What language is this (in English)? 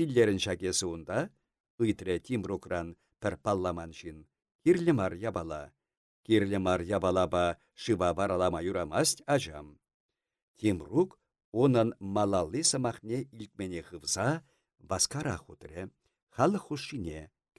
Chuvash